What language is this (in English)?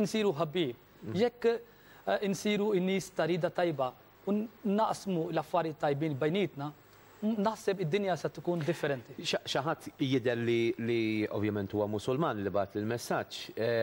Maltese